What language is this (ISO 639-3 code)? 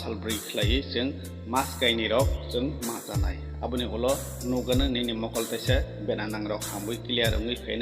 trp